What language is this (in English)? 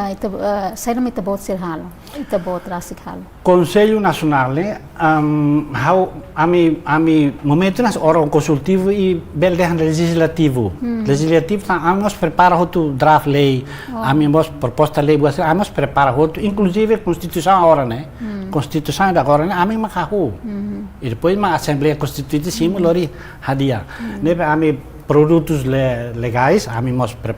Tetum